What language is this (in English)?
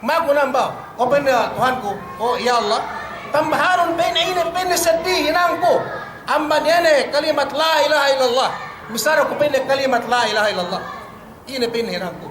Yakan